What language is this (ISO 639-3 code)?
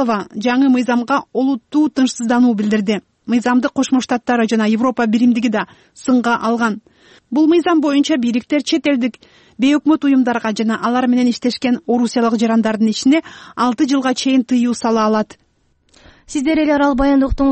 kir